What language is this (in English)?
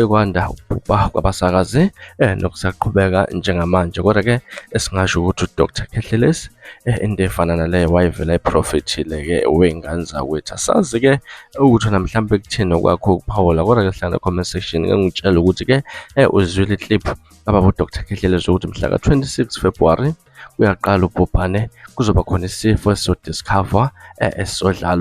Zulu